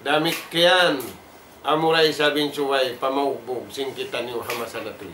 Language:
Tausug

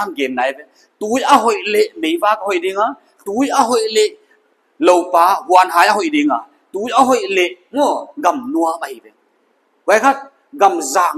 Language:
Paite Chin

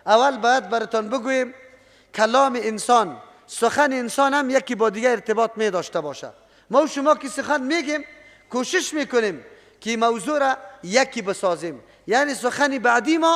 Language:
Persian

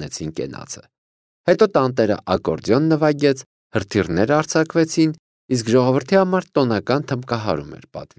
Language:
Armenian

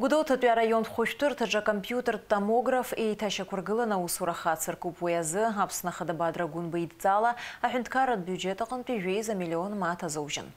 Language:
Abkhazian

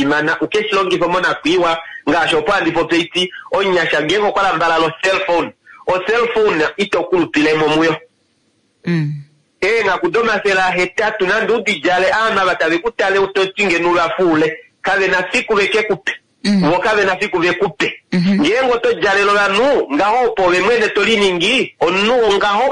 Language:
Kuanyama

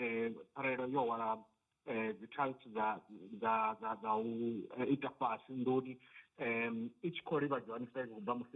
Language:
Venda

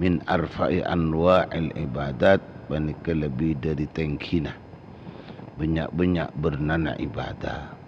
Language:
Madurese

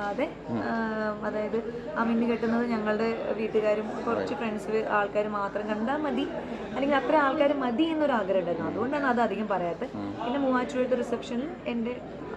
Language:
Malayalam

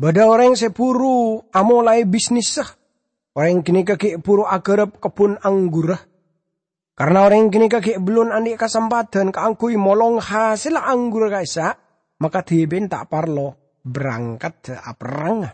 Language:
Madurese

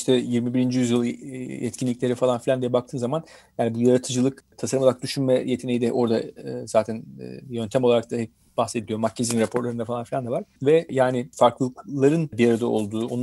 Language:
Turkish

